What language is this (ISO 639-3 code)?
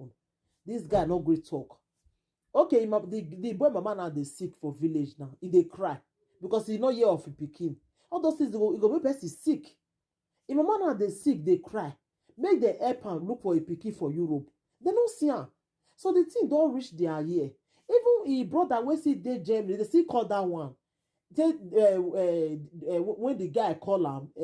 pcm